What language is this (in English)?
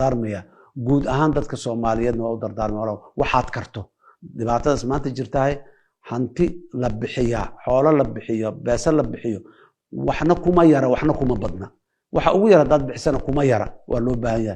Somali